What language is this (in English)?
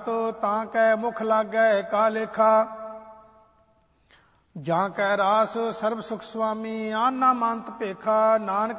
Punjabi